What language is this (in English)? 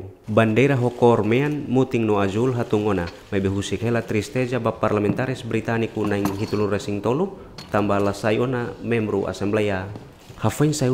Tetum